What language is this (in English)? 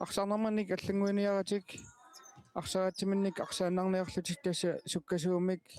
Kalaallisut